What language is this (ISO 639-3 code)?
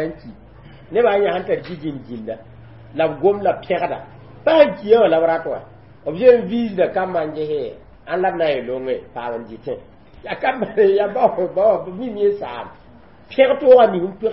mos